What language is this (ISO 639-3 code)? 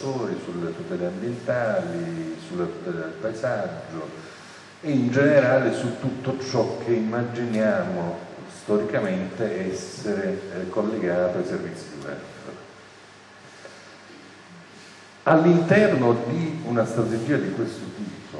ita